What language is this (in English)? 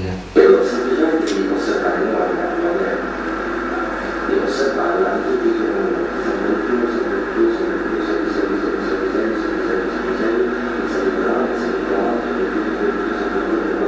Italian